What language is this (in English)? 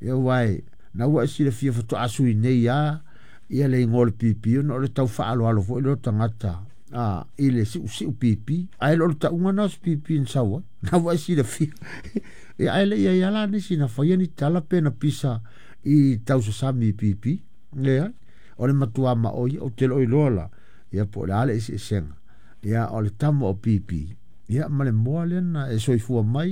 Samoan